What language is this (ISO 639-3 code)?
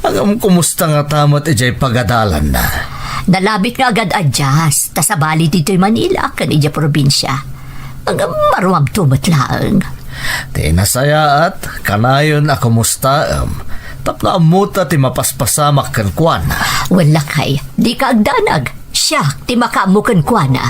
ilo